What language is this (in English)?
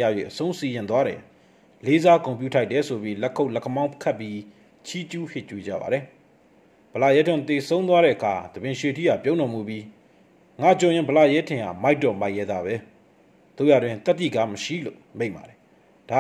Burmese